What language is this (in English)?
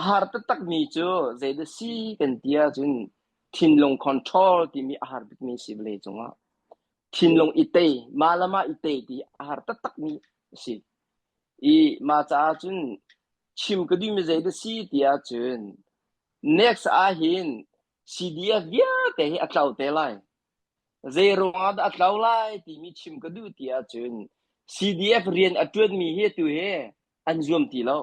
Hakha Chin